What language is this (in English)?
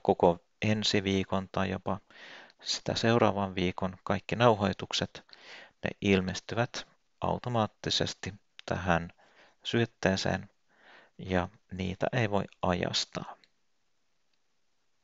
Finnish